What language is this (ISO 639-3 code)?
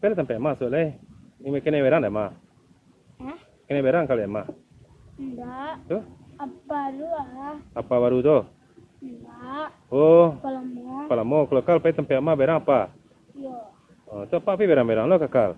min